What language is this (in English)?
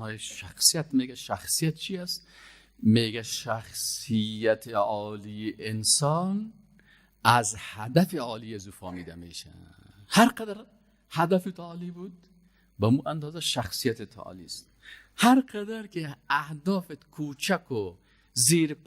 Persian